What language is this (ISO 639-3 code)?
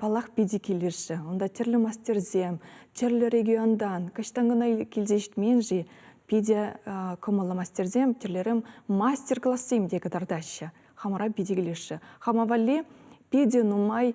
chv